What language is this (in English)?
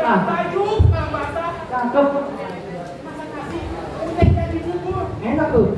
Betawi